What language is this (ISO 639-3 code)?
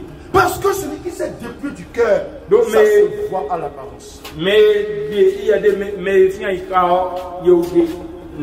fra